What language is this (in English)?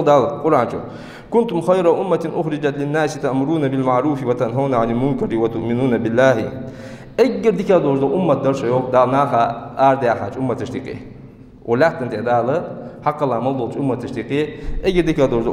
Ingush